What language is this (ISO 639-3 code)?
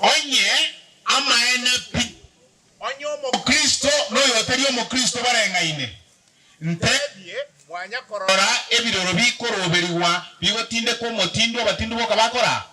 guz